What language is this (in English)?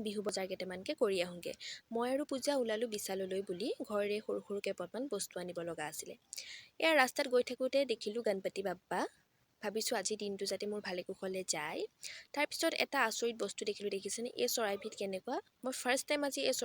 Assamese